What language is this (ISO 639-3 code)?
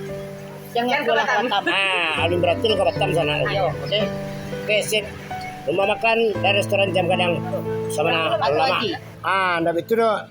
min